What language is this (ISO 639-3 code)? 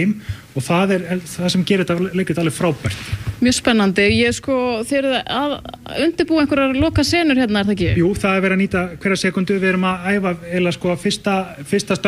isl